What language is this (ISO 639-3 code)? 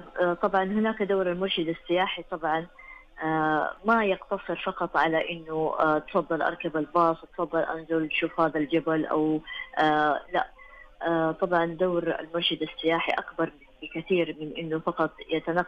ars